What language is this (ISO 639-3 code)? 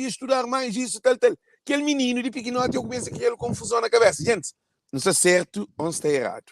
kea